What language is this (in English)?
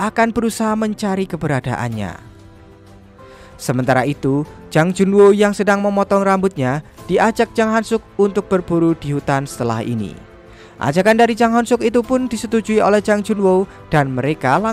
Indonesian